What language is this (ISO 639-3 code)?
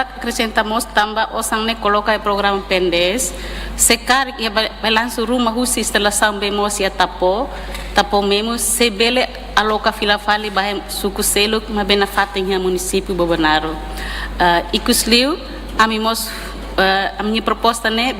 tet